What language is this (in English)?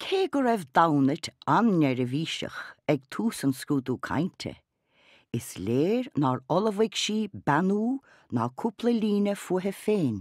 Irish